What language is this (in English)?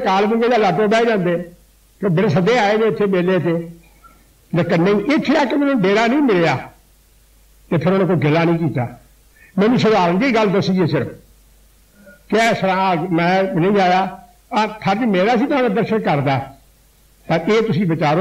Punjabi